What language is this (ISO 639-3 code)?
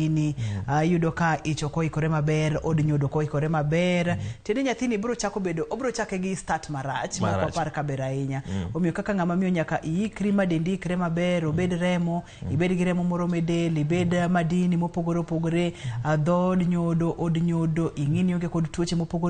luo